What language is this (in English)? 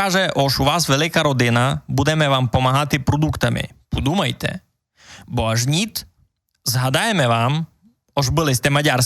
Rusyn